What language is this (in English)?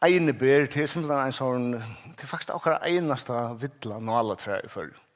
Faroese